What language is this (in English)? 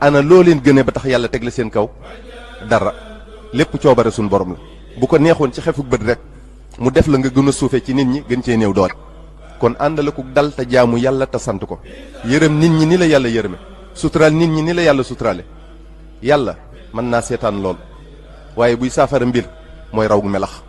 Wolof